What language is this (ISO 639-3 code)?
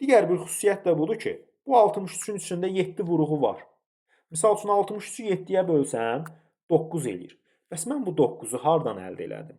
aze